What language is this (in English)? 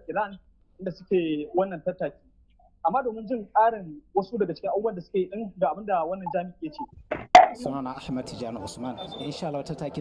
Hausa